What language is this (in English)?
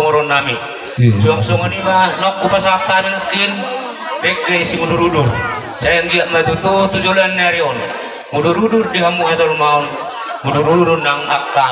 Batak Toba